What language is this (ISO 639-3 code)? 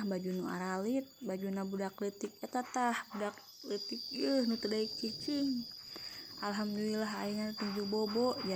sun